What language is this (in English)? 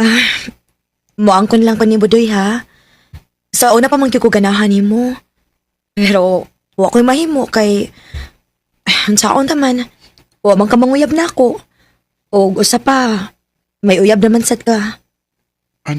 Cebuano